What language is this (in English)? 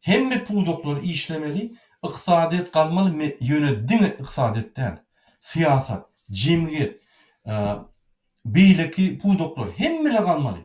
Turkmen